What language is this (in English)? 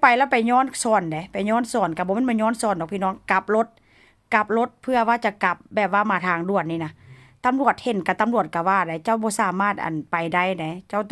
Lao